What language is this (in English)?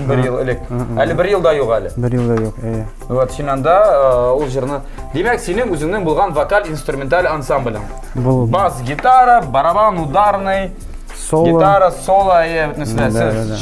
Tatar